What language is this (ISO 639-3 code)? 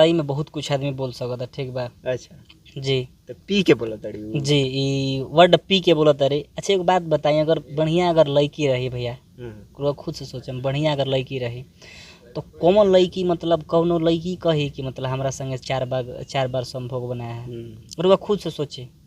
bho